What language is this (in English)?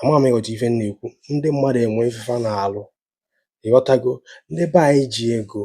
Igbo